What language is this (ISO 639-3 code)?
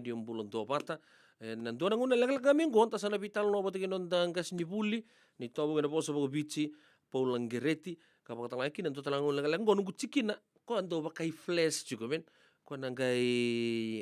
fij